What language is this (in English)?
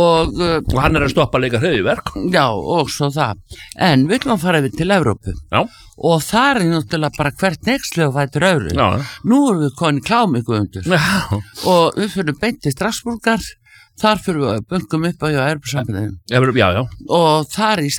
Icelandic